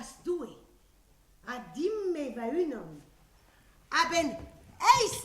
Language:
Breton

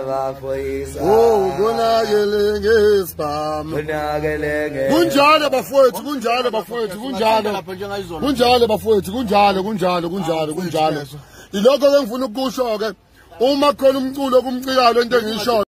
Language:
Zulu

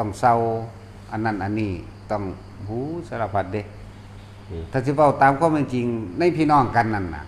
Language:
Northeastern Thai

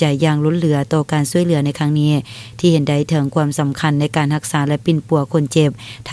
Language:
Lao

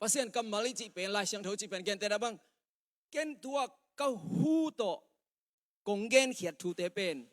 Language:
Tedim Chin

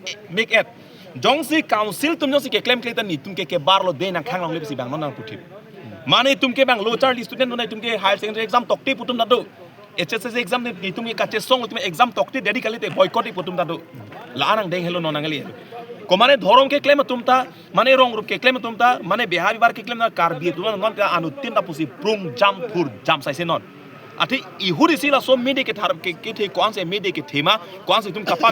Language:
Karbi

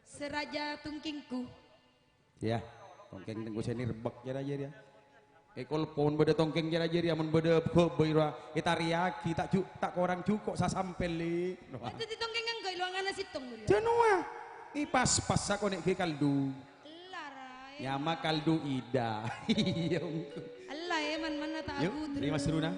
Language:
Madurese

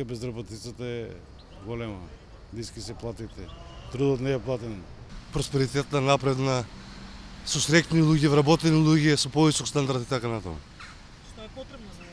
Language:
Macedonian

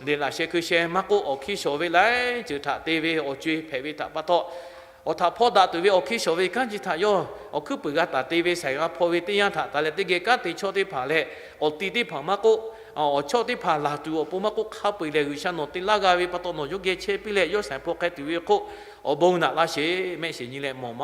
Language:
Lahu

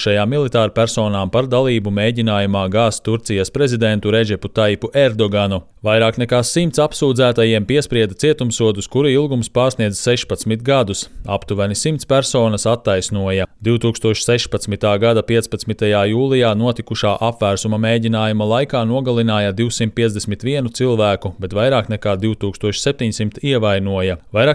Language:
Latvian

